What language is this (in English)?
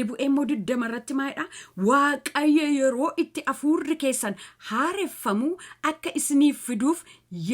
Oromo